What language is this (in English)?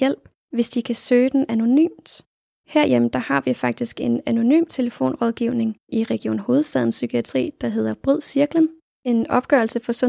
Danish